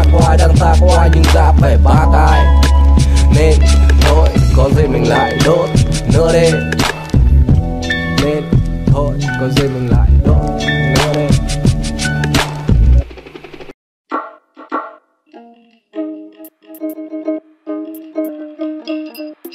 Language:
Vietnamese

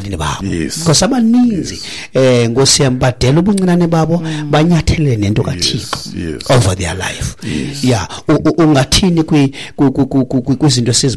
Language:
Xhosa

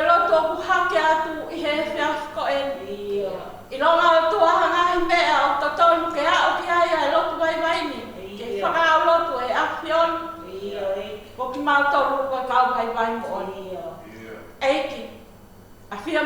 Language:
Tongan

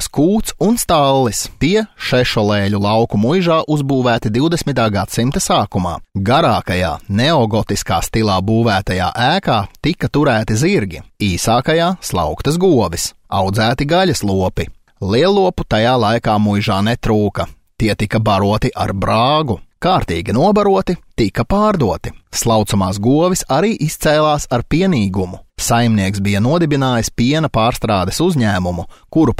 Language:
Latvian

